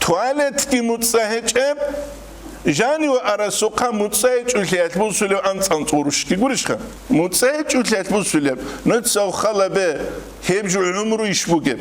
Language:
Avaric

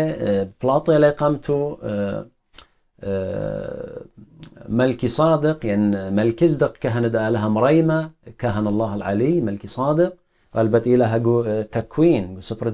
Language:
Assyrian Neo-Aramaic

